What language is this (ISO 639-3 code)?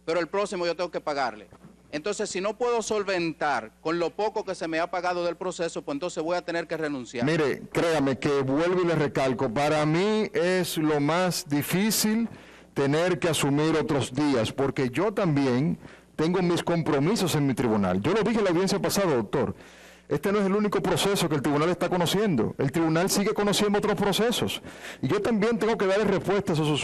spa